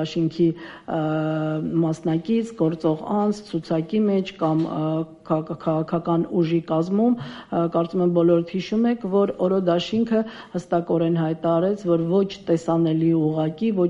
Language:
Armenian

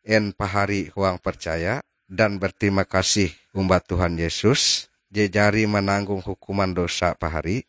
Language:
Ngaju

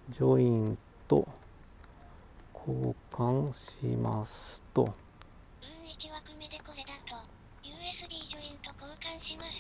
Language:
Japanese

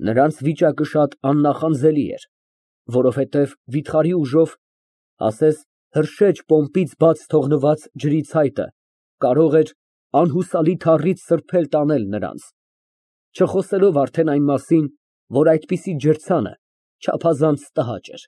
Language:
Armenian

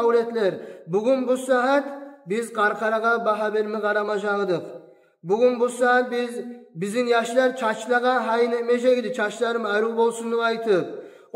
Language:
Kumyk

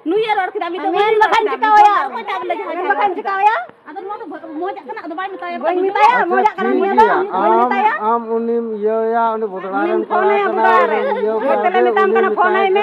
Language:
Santali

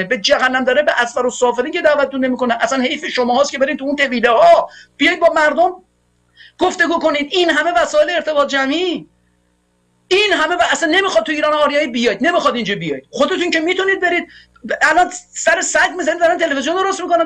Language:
Persian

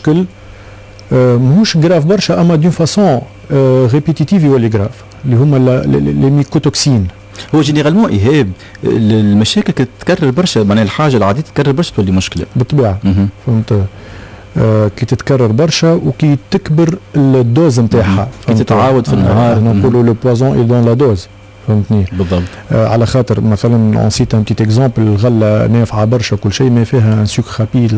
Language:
Tunisian Arabic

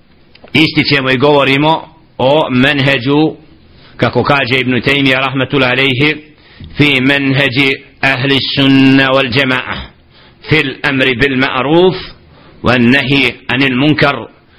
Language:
Bosnian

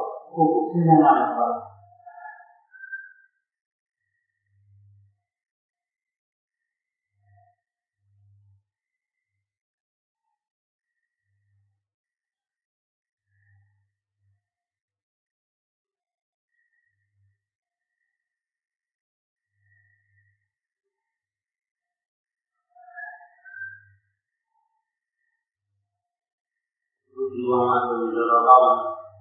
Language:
Burmese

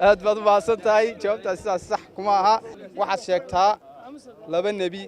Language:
Somali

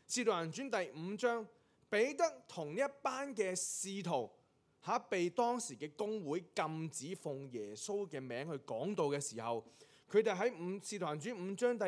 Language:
Cantonese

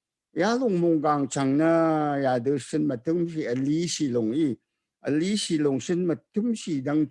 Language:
Rawang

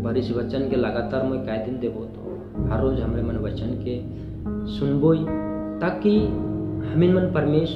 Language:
Sadri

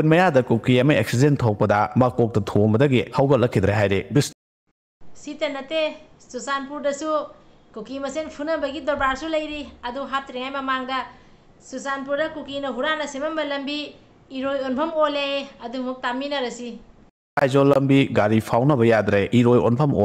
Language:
Manipuri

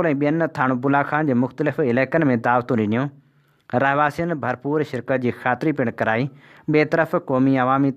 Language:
Sindhi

